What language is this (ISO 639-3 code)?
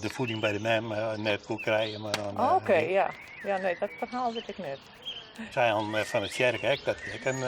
fry